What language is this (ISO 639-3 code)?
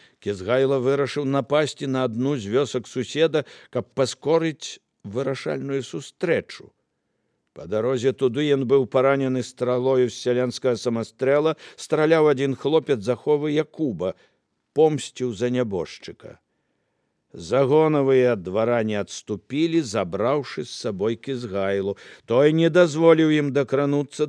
bel